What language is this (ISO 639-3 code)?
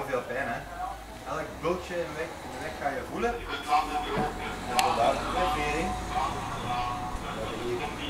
nld